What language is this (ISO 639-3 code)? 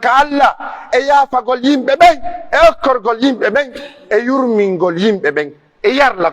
fuf